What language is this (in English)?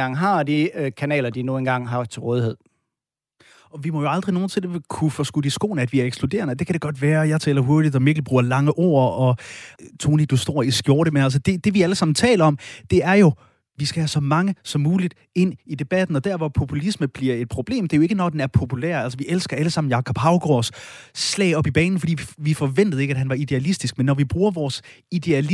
Danish